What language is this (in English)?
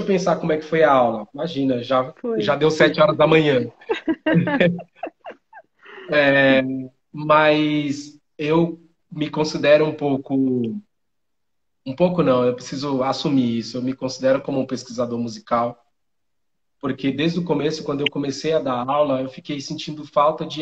Portuguese